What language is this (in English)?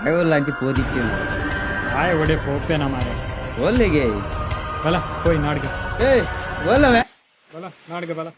Tulu